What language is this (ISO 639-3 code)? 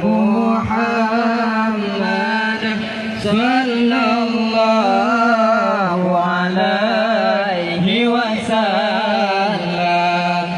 ace